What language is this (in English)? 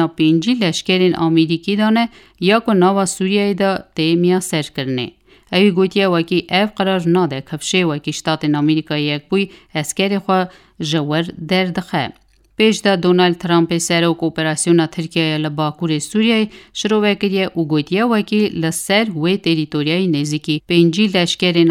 Kurdish